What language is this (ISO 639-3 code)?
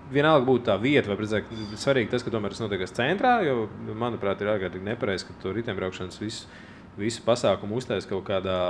lav